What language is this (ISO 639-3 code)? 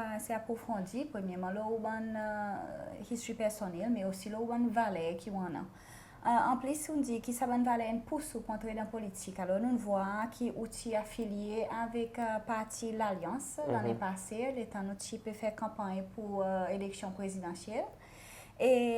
crs